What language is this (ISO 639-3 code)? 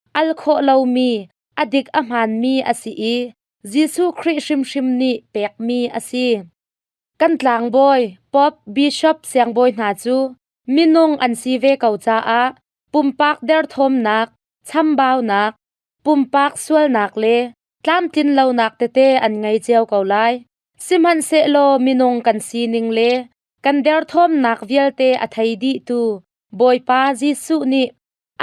cnh